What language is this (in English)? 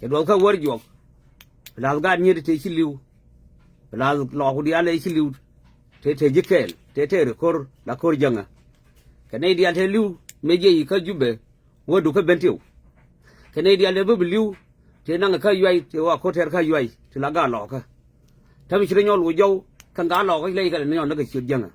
Nuer